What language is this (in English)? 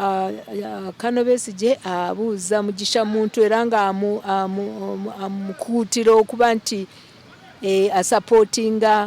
Ganda